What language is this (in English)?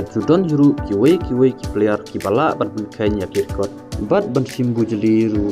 Khasi